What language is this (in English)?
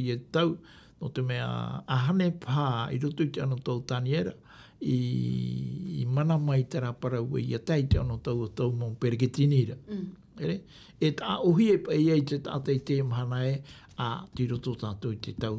Tahitian